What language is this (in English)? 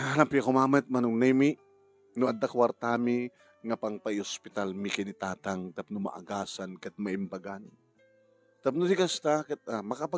Iloko